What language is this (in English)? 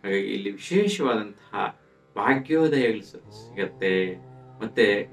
Kannada